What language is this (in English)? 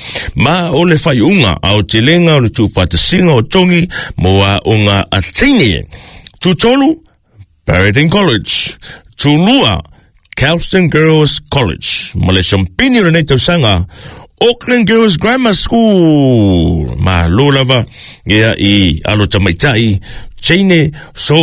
Samoan